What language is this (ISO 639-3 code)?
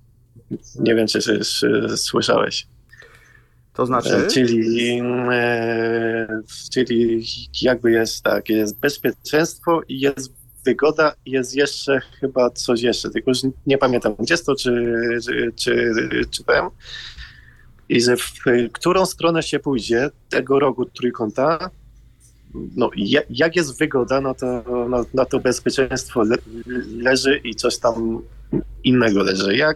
pol